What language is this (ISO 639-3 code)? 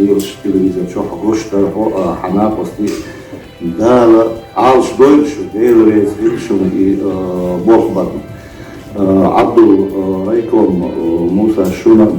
che